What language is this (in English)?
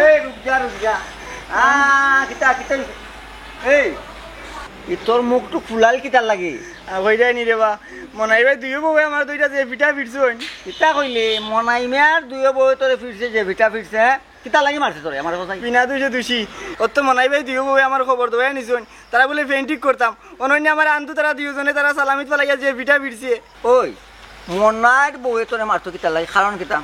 Sylheti